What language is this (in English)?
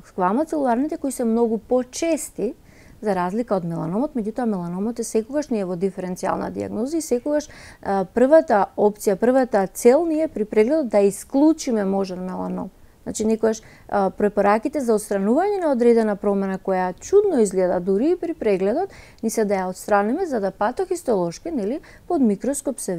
Macedonian